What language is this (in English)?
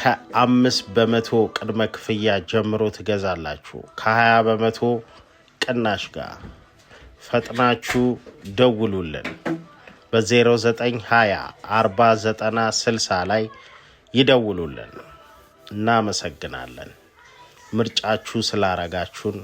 Amharic